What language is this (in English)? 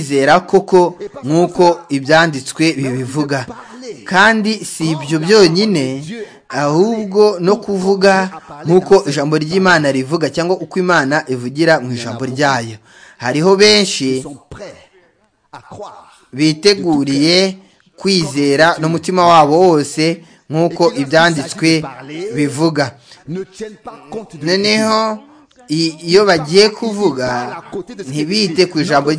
Kinyarwanda